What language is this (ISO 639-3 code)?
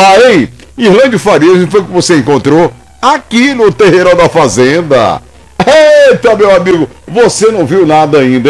por